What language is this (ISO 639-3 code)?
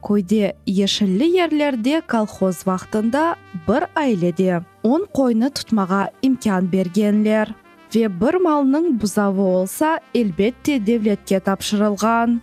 crh